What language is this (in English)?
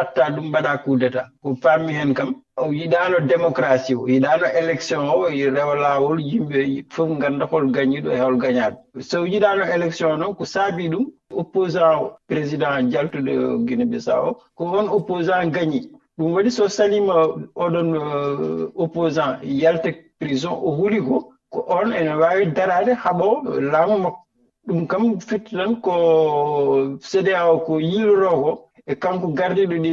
Fula